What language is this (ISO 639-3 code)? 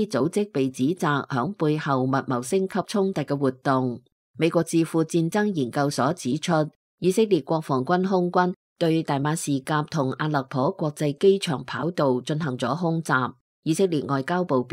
yue